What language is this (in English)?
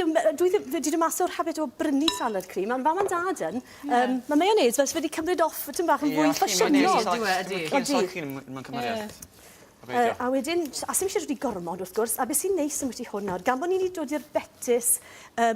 Welsh